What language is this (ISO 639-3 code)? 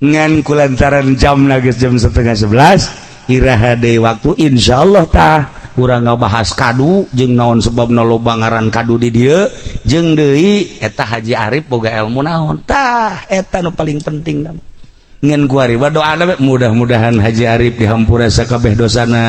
sun